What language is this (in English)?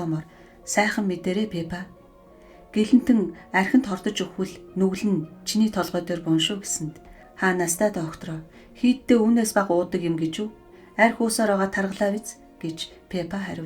Mongolian